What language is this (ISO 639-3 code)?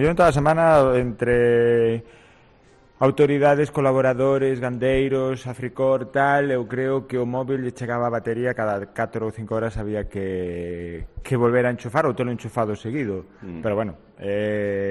glg